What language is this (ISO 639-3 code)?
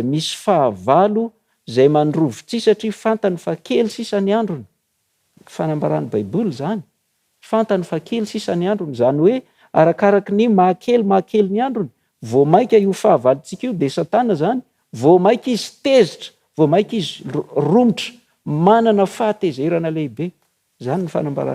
mlg